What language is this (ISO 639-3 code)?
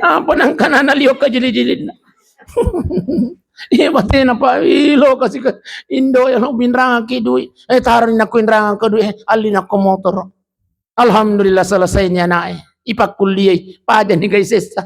bug